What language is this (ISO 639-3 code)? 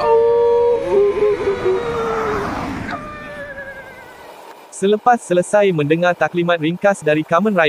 msa